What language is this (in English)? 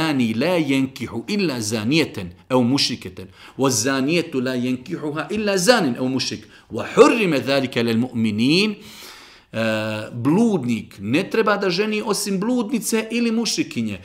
Bosnian